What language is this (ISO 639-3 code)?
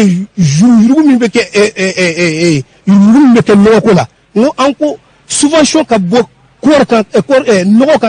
bam